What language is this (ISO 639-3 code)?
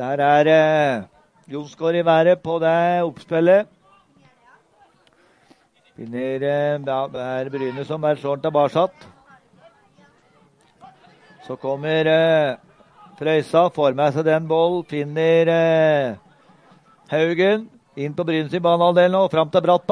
nor